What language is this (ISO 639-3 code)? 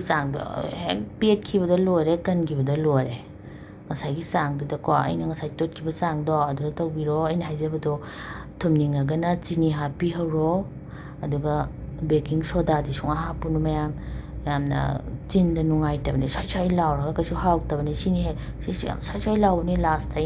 mni